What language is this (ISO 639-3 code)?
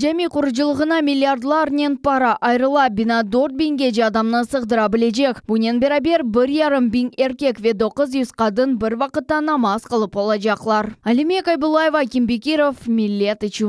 crh